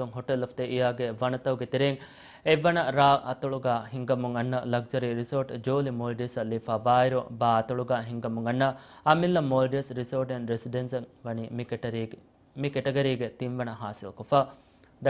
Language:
Divehi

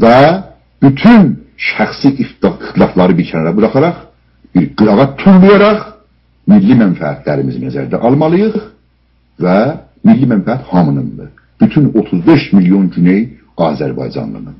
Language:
South Azerbaijani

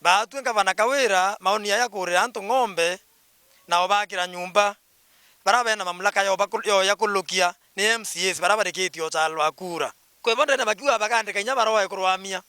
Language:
Meru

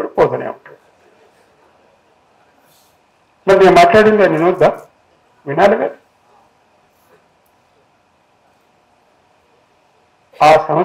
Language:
Telugu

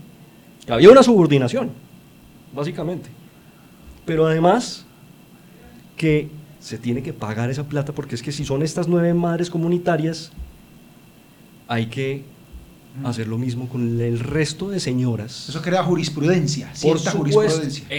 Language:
Spanish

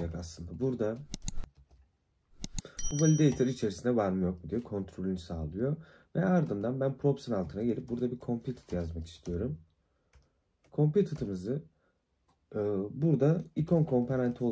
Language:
Turkish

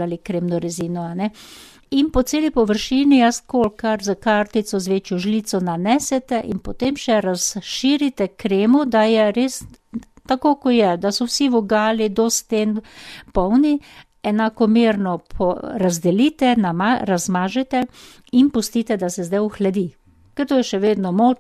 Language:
Slovenian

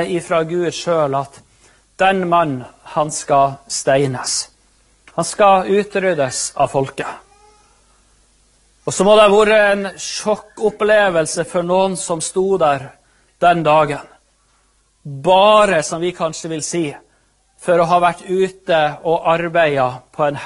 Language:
Norwegian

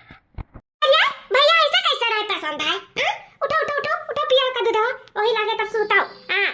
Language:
Awadhi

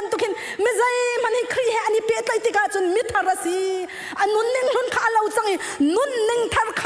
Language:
Hakha Chin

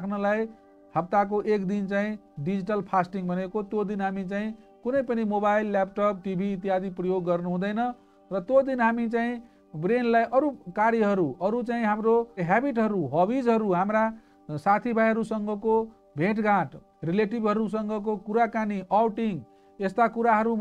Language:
Nepali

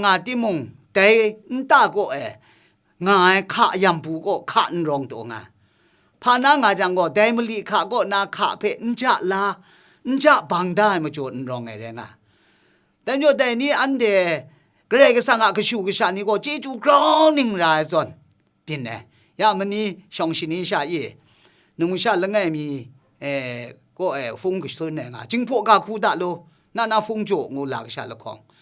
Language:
Kachin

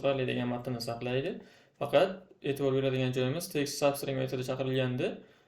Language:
Uzbek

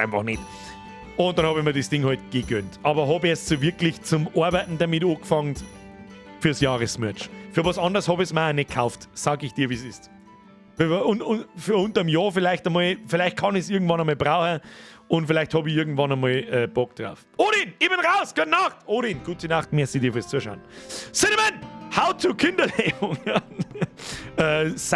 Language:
Bavarian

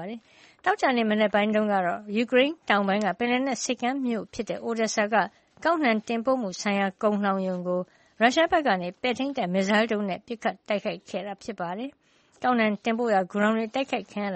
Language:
Burmese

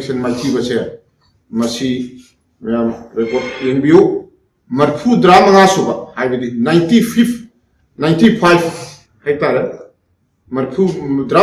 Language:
Manipuri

